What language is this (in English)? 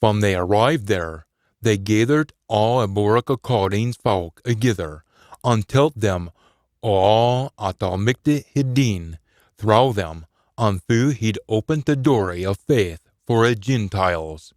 Scots